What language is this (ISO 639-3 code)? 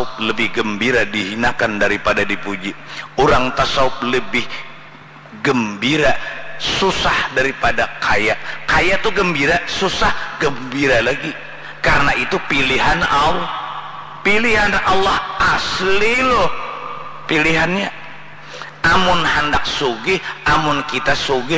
bjn